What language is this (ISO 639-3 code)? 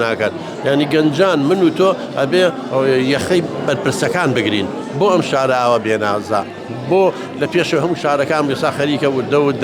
ckb